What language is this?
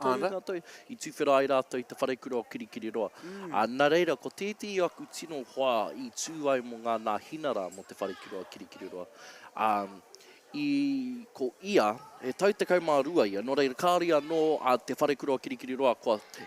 Māori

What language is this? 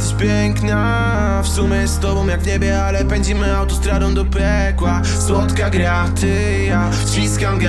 Polish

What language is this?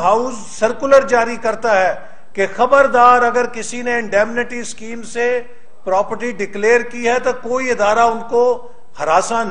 Urdu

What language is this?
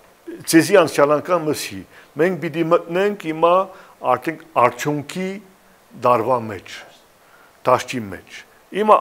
Western Armenian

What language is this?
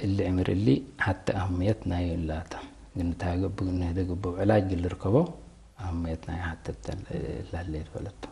Tigre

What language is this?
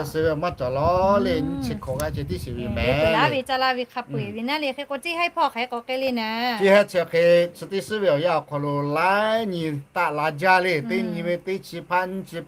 Lahu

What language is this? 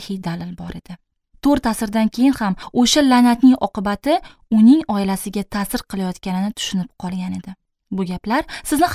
Uzbek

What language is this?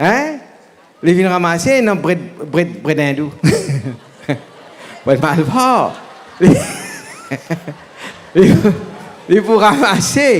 Morisyen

